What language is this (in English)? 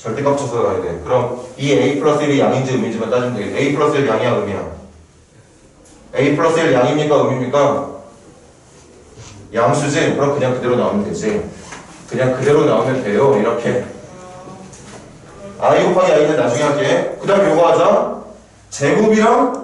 Korean